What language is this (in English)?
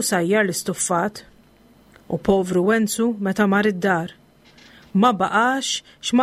Maltese